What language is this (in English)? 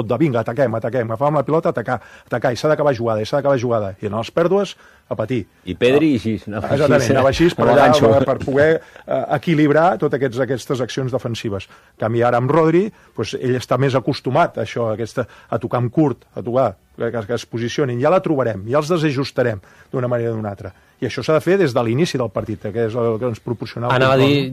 Catalan